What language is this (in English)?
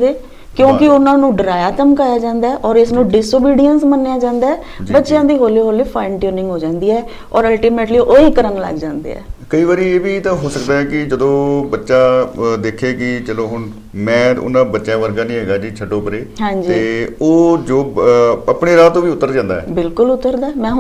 Punjabi